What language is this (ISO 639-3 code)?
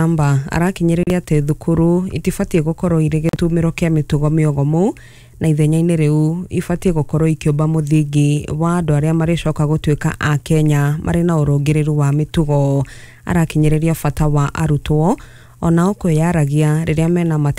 kik